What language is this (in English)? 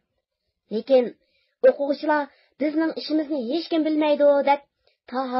Uyghur